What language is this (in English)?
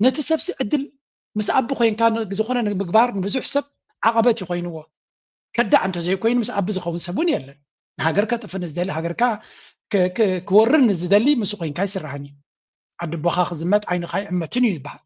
Tigrinya